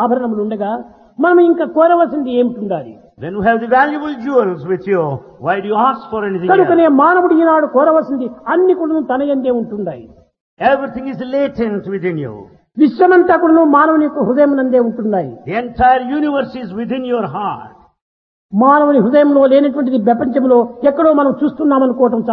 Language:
Telugu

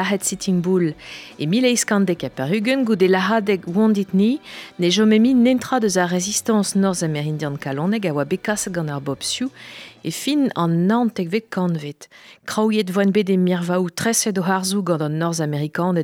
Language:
Breton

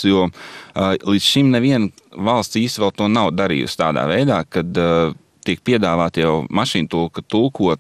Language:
Latvian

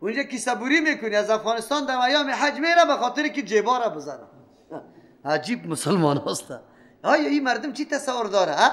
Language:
Persian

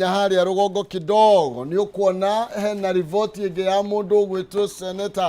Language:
Kikuyu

